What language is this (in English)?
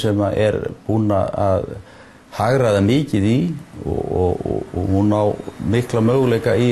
Icelandic